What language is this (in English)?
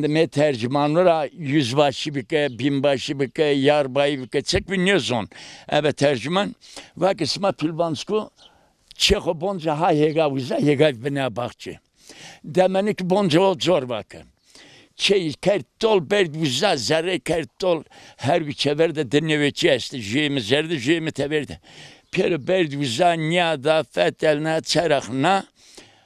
Zaza